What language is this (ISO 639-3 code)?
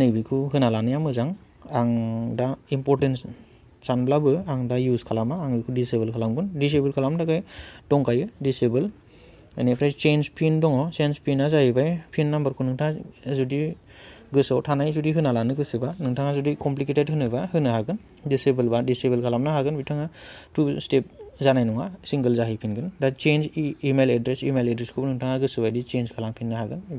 brx